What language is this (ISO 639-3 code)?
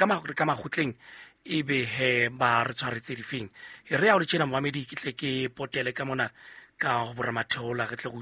sot